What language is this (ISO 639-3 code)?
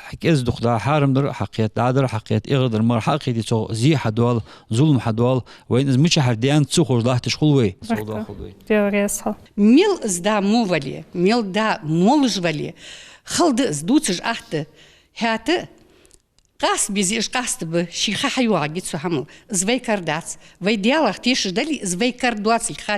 inh